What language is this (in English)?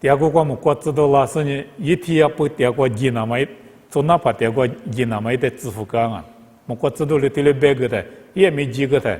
Lisu